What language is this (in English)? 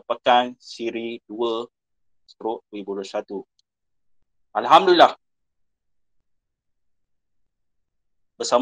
Malay